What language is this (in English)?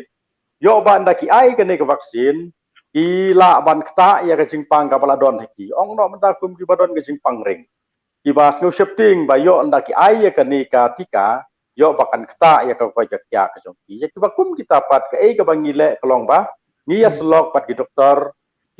Khasi